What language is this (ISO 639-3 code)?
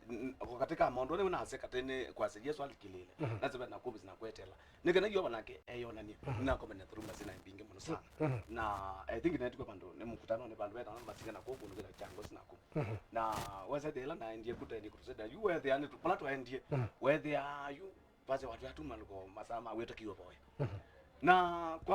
kam